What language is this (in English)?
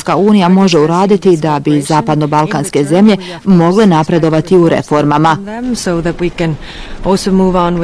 Bosnian